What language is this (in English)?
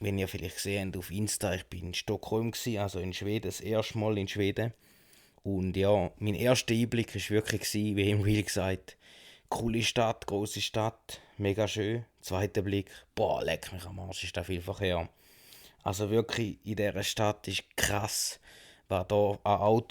Swiss German